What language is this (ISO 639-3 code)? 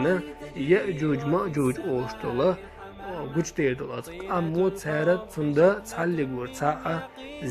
che